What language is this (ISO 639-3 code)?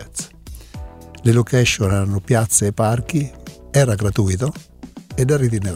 ita